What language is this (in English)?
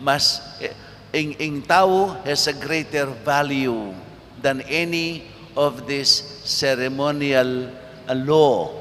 Pampanga